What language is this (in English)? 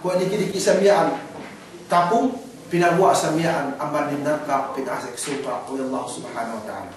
Yakan